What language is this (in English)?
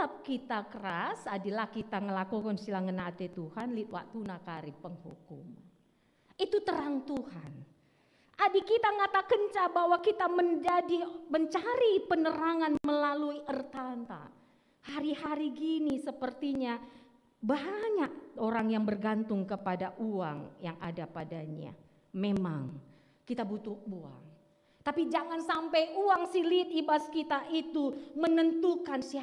Batak Karo